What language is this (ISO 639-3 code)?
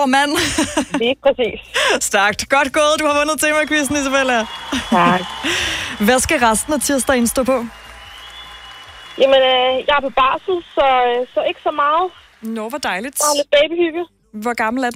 dan